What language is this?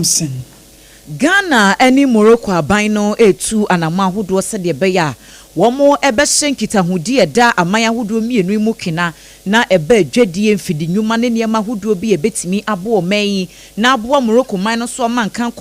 Akan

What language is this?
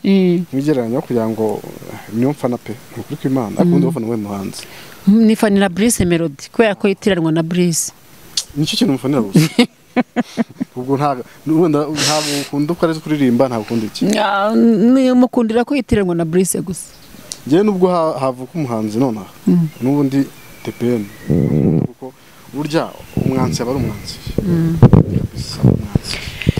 Kinyarwanda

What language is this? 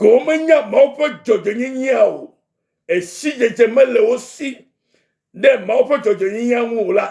Ewe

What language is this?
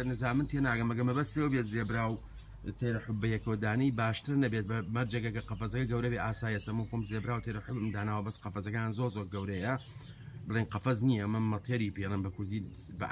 Central Kurdish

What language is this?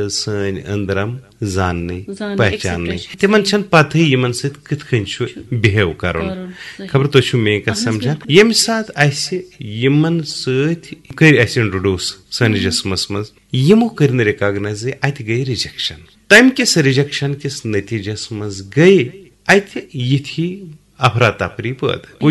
Kashmiri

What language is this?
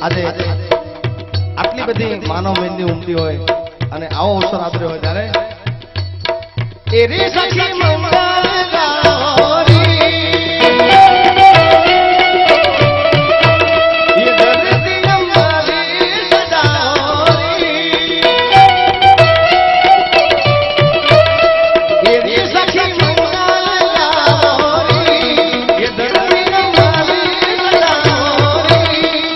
Gujarati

